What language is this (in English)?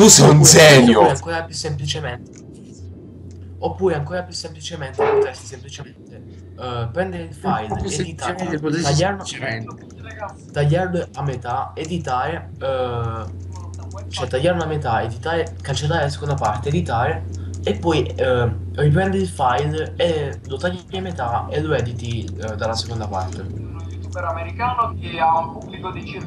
Italian